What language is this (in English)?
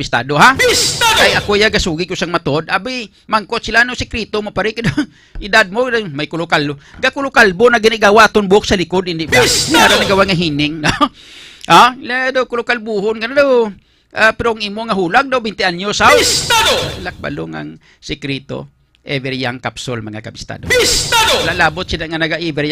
Hiligaynon